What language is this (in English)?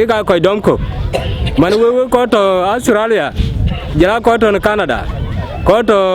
Dinka